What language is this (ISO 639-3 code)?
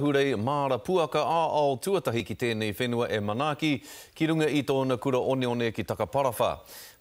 mri